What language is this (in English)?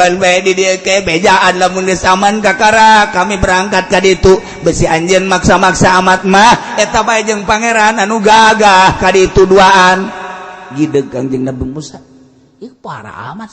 Sundanese